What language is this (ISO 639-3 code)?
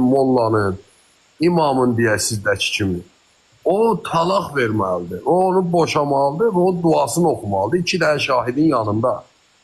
aze